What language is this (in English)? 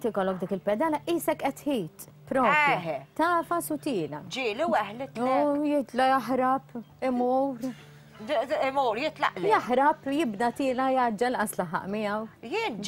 Maltese